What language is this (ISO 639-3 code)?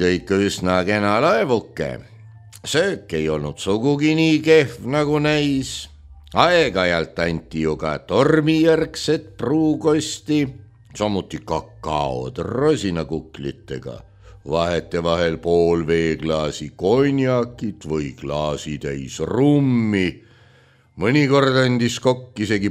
est